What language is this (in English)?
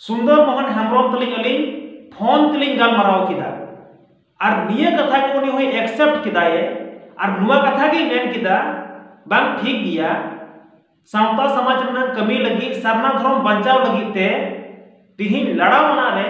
Santali